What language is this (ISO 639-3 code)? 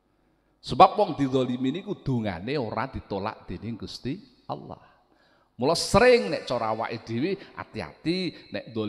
jav